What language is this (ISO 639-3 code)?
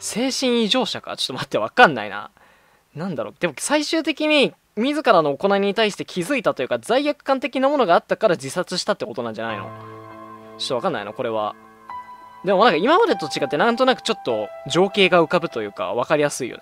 jpn